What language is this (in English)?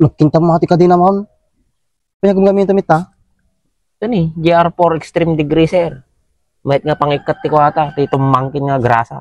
Iloko